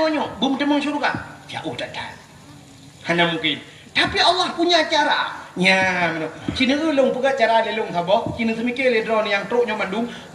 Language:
Achinese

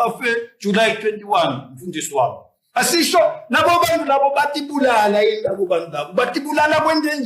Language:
Swati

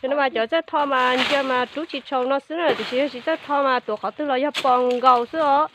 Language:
Hmong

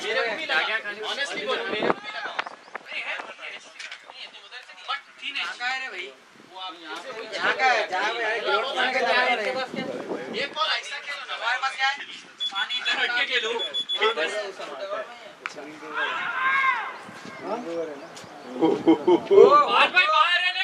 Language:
Hindi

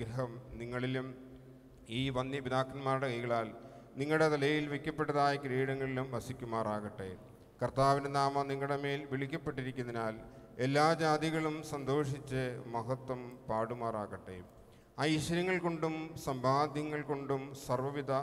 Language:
Malayalam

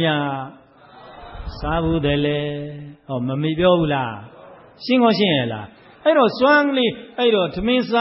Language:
Burmese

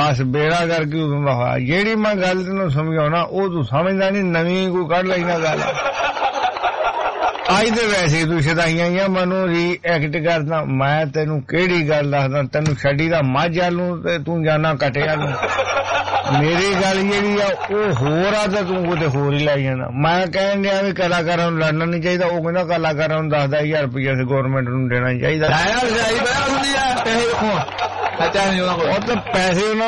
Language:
Punjabi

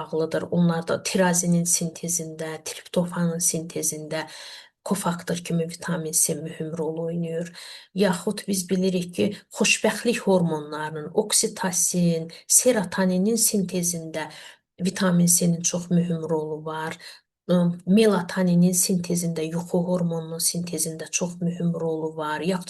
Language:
Azerbaijani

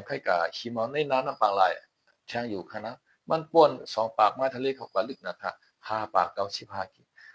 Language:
Shan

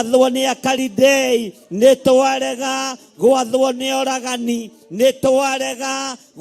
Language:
Kikuyu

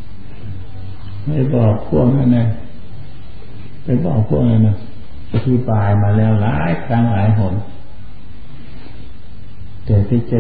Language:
Thai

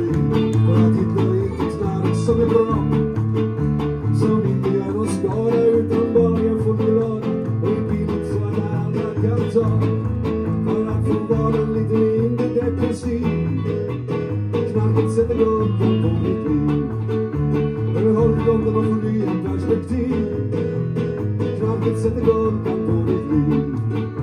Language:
Swedish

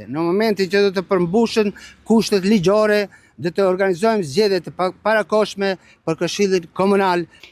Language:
Albanian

